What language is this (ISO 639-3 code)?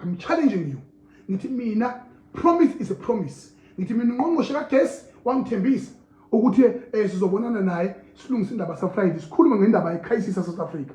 zul